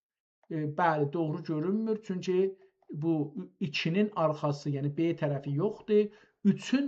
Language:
South Azerbaijani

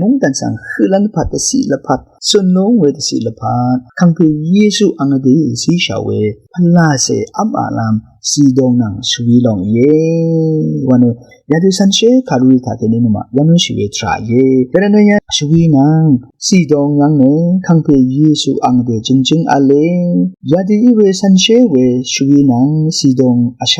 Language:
Rawang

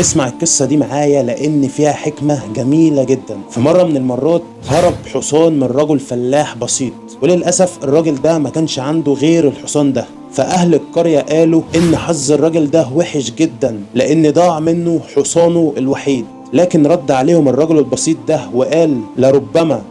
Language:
Egyptian Arabic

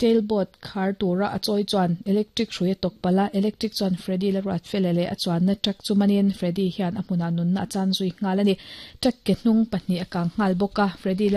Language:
Mizo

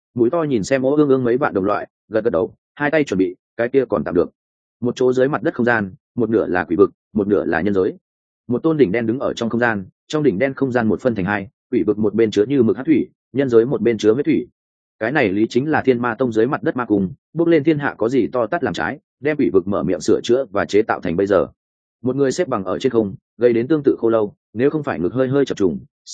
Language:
Vietnamese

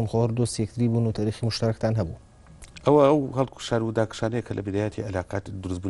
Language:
Central Kurdish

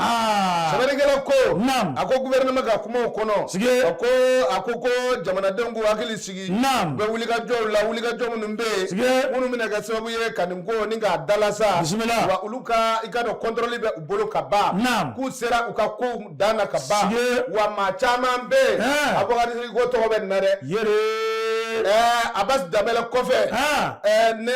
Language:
Bambara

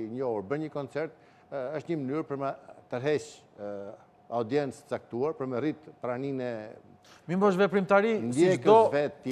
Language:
Albanian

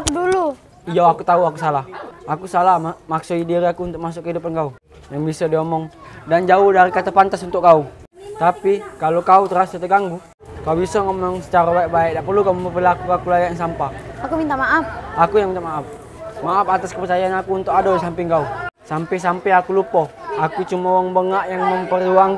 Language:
Musi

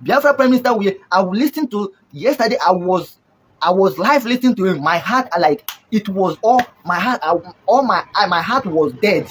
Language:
Nigerian Pidgin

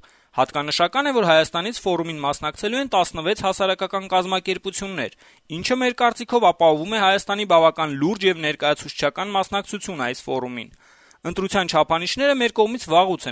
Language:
Armenian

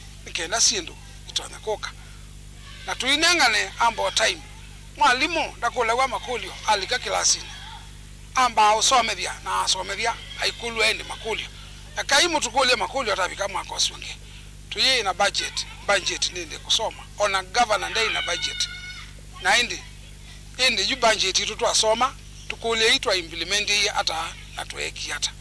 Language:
Kamba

